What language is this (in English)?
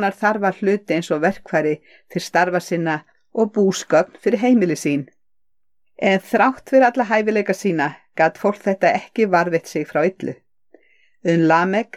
Icelandic